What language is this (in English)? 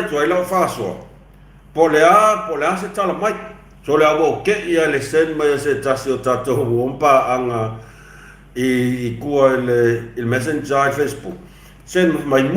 Samoan